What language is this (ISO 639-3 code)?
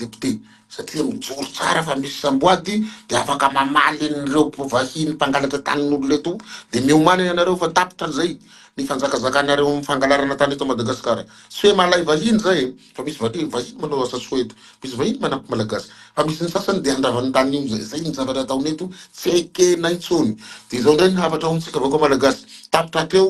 mlg